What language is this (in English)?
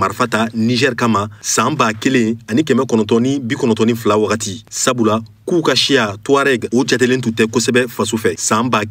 Bambara